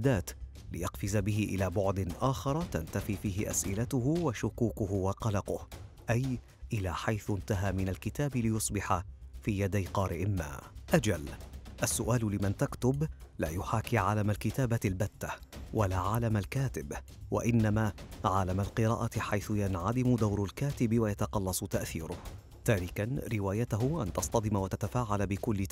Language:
Arabic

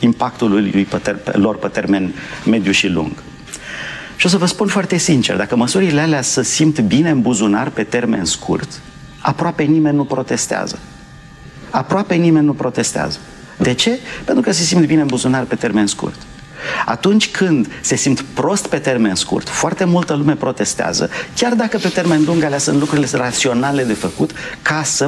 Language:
Romanian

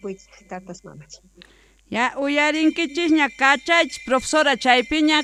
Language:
South Bolivian Quechua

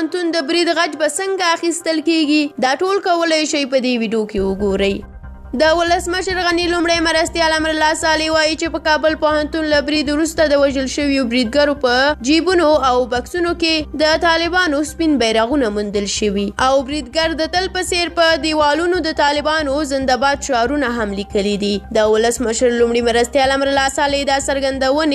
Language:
Pashto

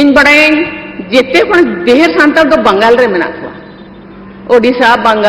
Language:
Santali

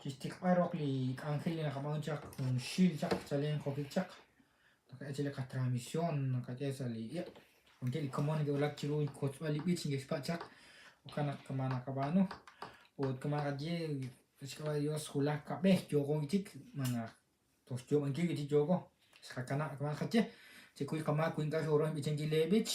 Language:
Kekchí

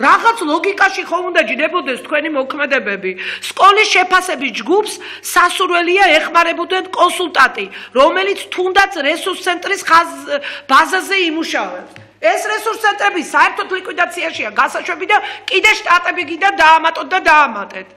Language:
Georgian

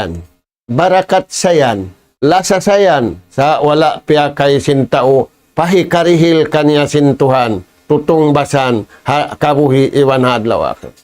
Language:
Tausug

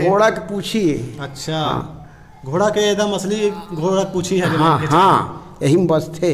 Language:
Chhattisgarhi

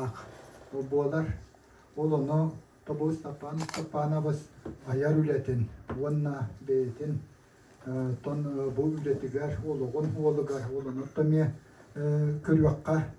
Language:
Yakut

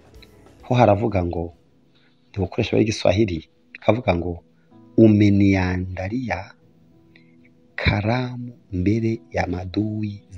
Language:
Kinyarwanda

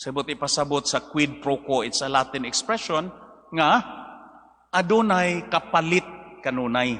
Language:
Cebuano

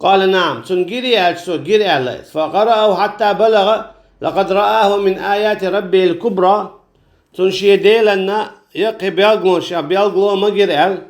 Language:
Chechen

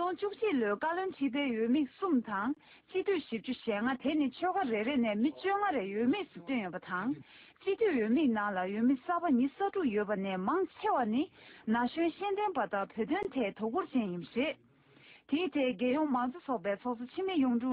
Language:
Tibetan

